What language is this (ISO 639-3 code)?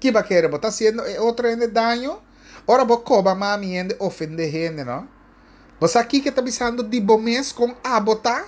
pap